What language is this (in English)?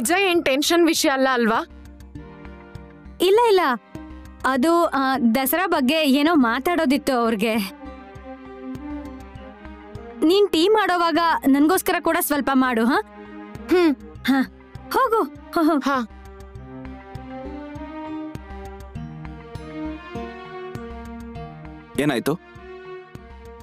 Kannada